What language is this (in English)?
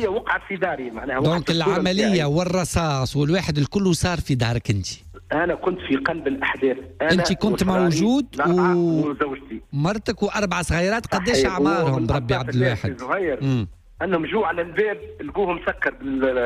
Tunisian Arabic